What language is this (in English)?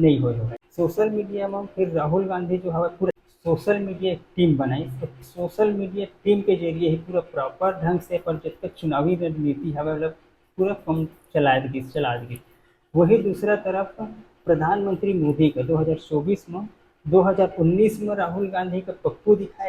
Chhattisgarhi